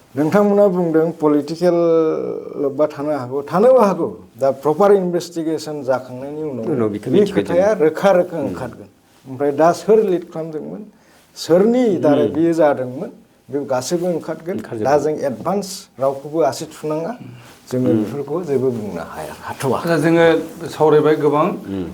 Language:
Bodo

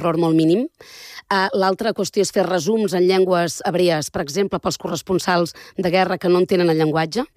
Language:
Catalan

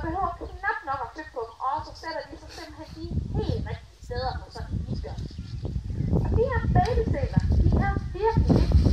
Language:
Danish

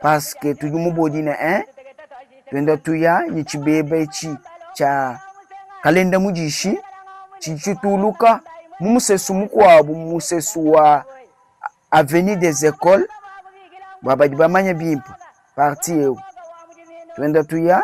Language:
Luba-Lulua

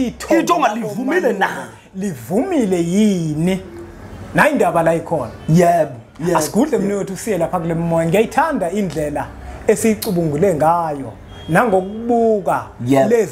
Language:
Zulu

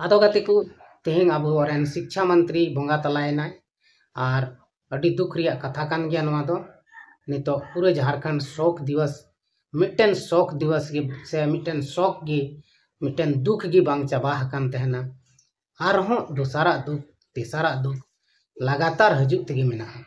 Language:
Santali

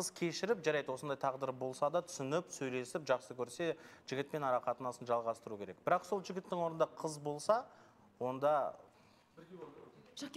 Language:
Kazakh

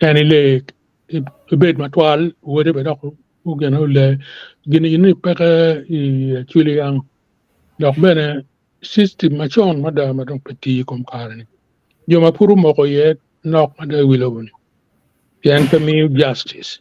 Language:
Acoli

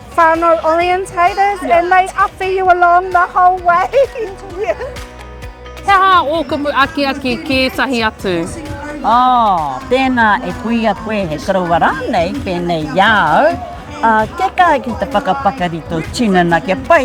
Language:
Māori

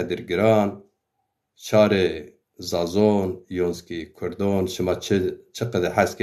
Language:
Zaza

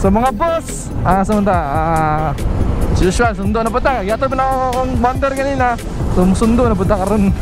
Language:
Cebuano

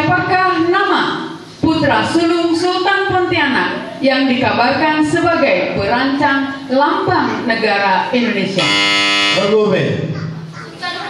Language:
Indonesian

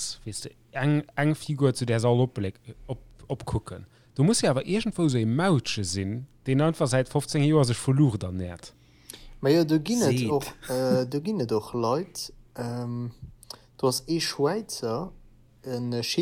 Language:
Luxembourgish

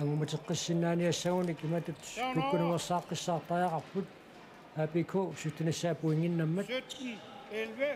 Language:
Kalaallisut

